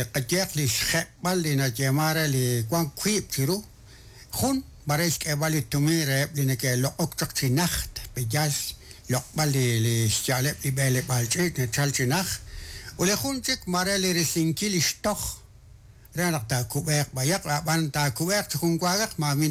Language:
Kekchí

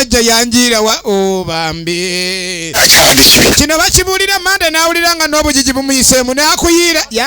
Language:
Ganda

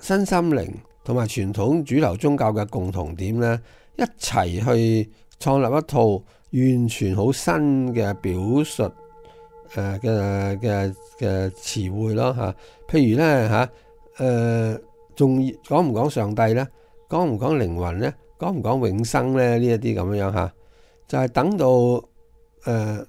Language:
Cantonese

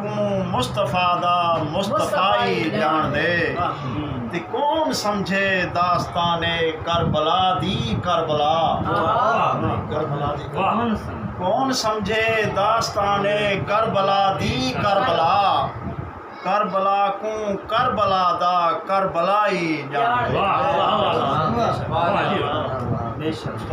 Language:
Saraiki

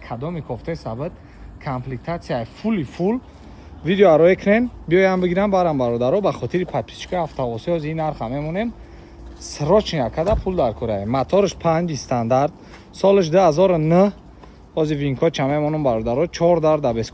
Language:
Tajik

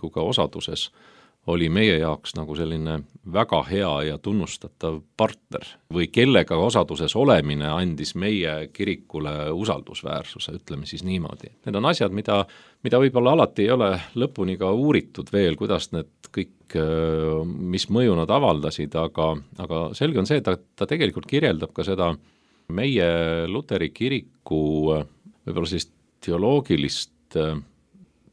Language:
Estonian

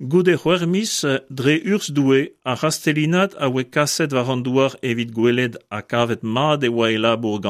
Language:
Breton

